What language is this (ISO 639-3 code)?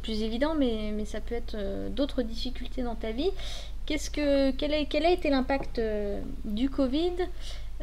fra